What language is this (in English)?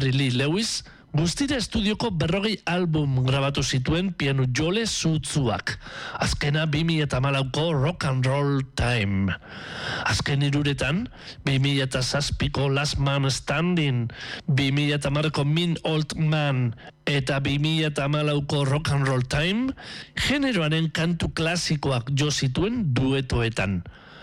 Basque